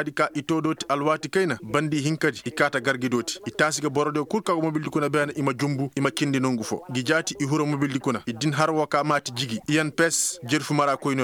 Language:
Koyraboro Senni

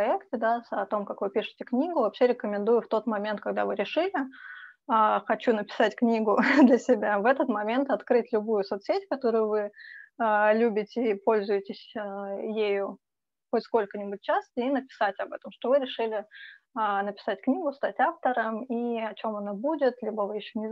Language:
Russian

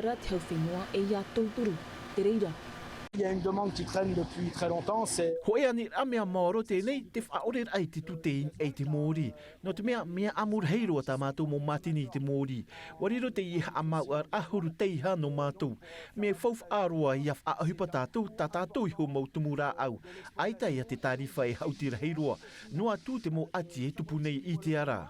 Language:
Tahitian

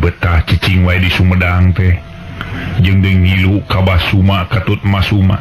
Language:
Sundanese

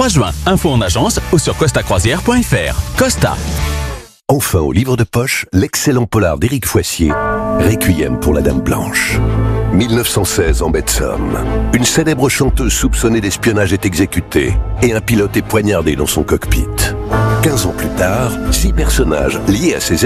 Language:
French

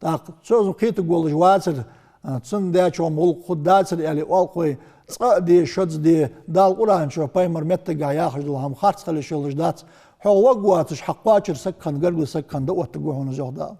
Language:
Ingush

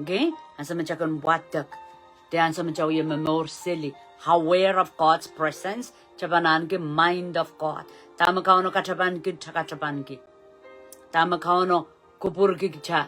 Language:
Pohnpeian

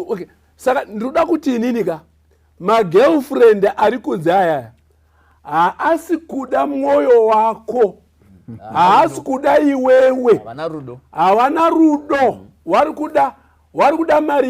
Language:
Shona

